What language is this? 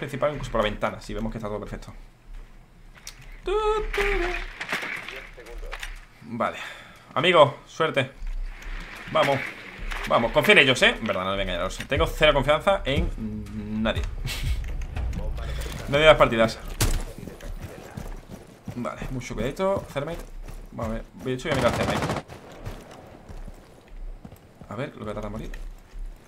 Spanish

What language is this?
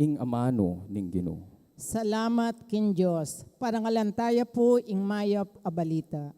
Pampanga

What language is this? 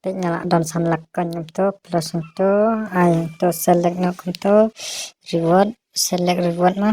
Khasi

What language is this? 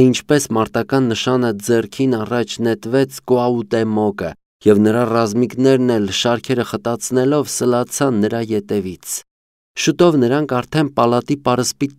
Armenian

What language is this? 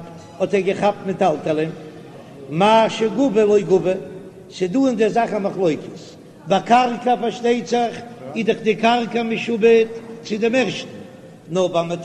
Yiddish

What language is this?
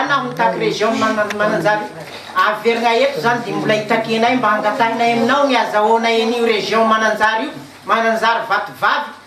Malagasy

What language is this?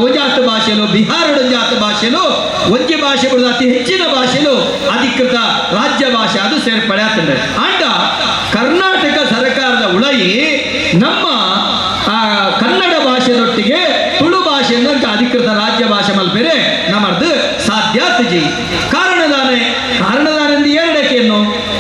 Tulu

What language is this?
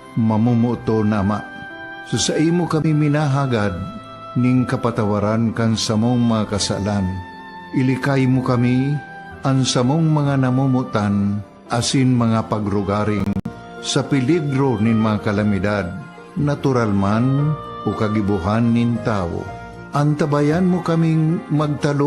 Bikol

